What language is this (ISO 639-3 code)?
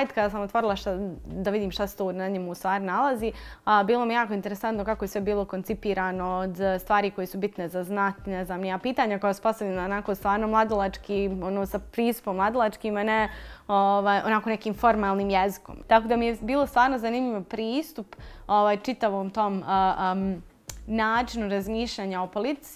bos